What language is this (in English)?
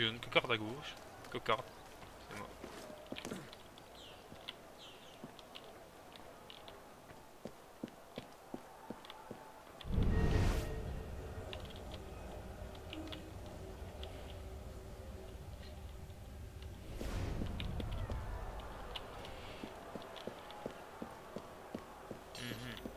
French